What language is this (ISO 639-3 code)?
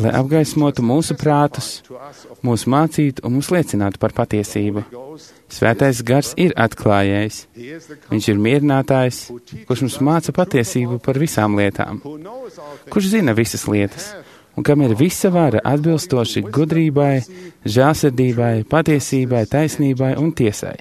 lav